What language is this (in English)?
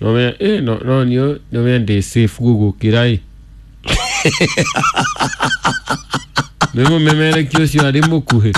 Kikuyu